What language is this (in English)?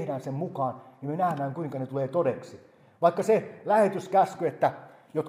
Finnish